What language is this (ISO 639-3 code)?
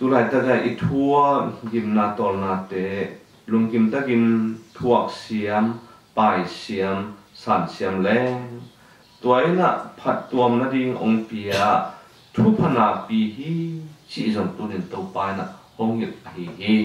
ctd